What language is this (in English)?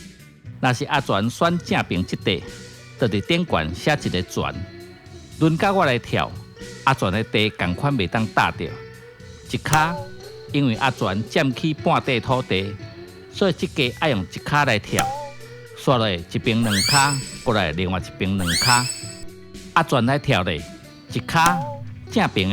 Min Nan Chinese